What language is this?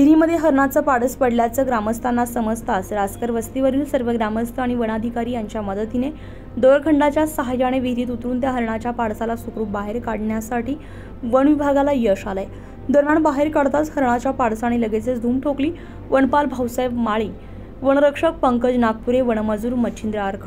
Marathi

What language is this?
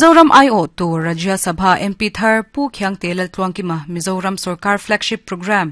Mizo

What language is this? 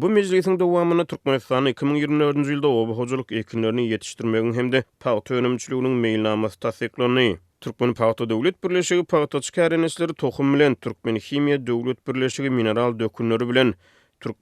Turkmen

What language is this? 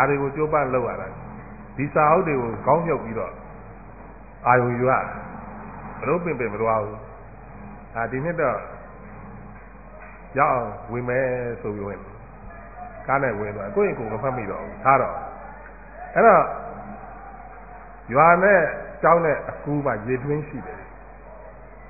Burmese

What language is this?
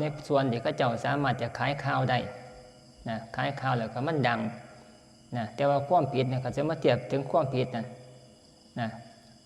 Northeastern Thai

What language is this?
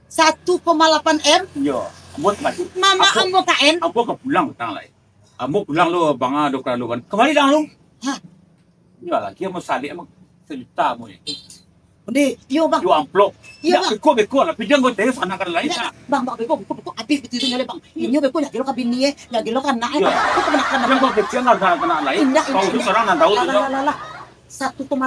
Minangkabau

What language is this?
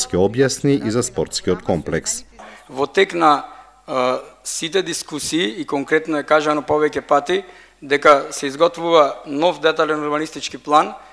Macedonian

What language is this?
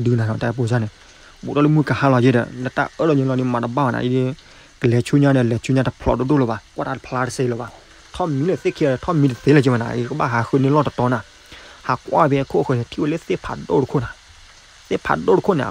S'gaw Karen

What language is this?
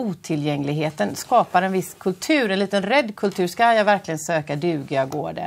Swedish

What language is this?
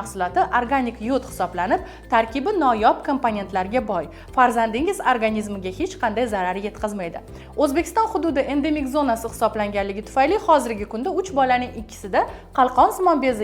Uzbek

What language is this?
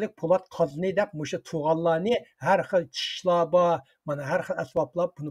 Uyghur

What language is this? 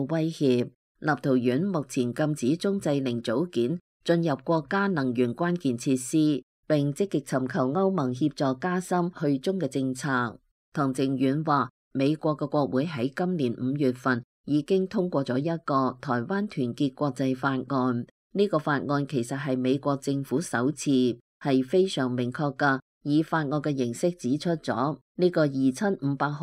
Cantonese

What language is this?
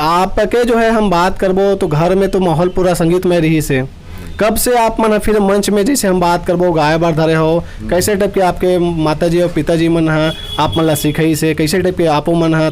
Chhattisgarhi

